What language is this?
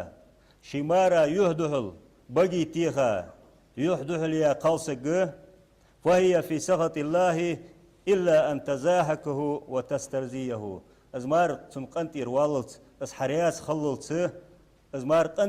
Ingush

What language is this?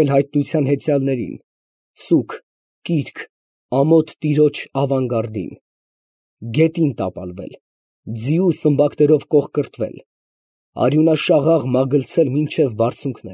Armenian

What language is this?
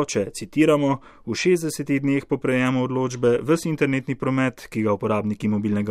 Slovenian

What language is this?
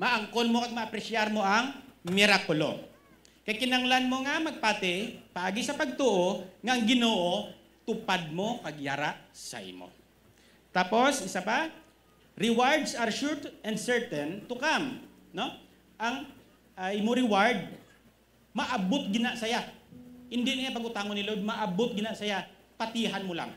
Hiligaynon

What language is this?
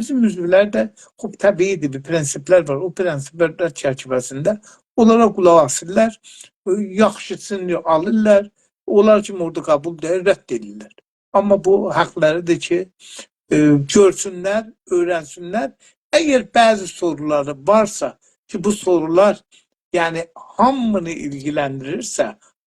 South Azerbaijani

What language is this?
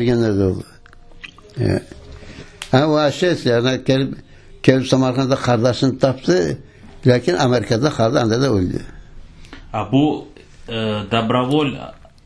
Crimean Tatar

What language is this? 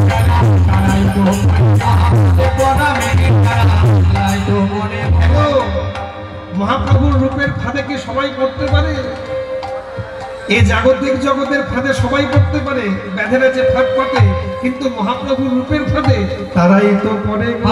Bangla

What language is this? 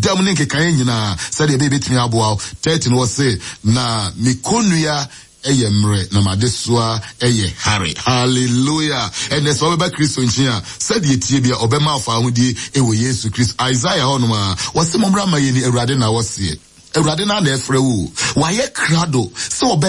Akan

